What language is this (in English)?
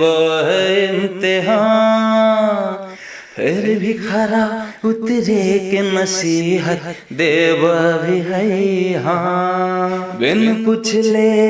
Magahi